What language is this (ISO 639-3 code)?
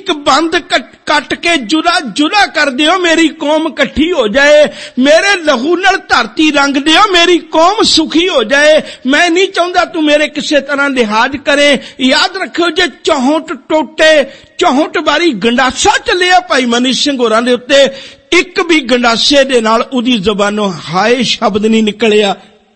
pan